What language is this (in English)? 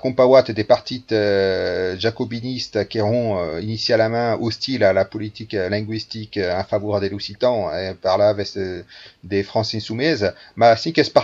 Occitan